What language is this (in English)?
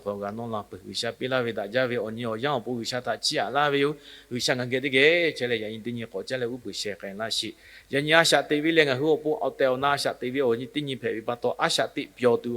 Lahu